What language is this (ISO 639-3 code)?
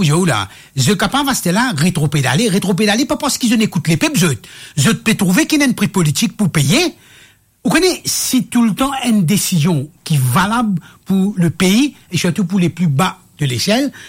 mfe